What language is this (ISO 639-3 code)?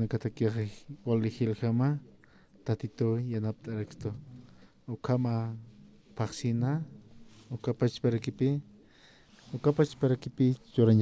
aym